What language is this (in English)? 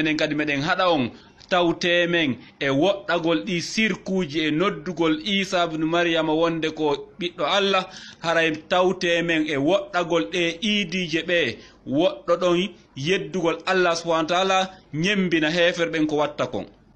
Fula